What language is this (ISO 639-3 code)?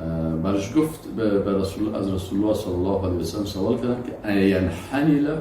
fas